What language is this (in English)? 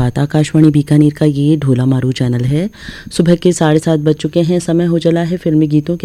Hindi